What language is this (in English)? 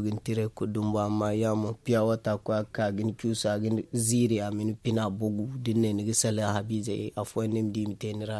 Zarma